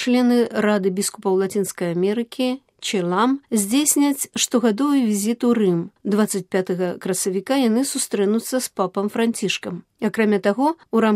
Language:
Belarusian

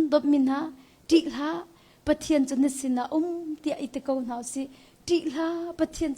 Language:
Hakha Chin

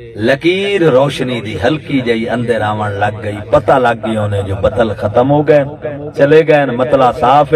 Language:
Saraiki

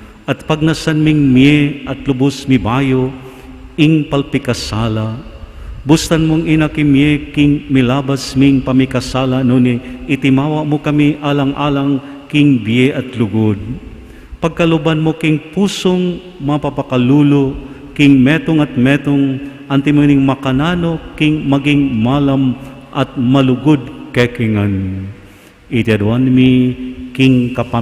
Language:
Pampanga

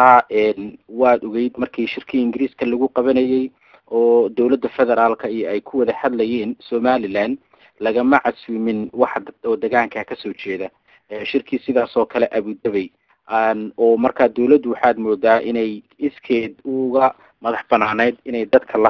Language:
Somali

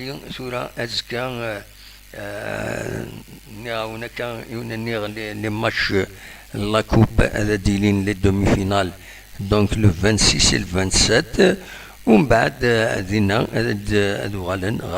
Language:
Kabyle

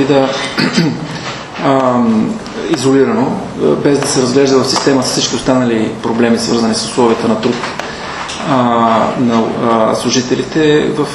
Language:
Bulgarian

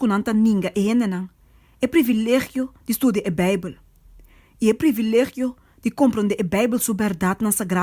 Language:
Papiamento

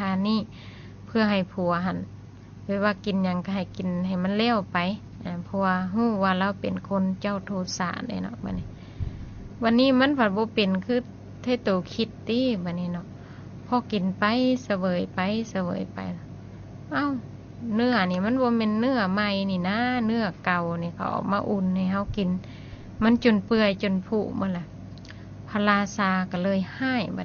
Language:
Lao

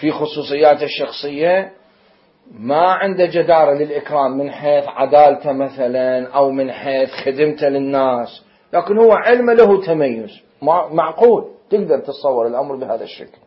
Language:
Mesopotamian Arabic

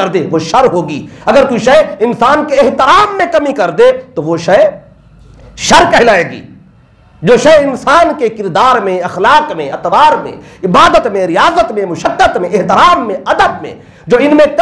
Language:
Urdu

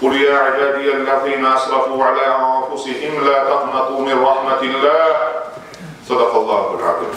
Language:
Kumyk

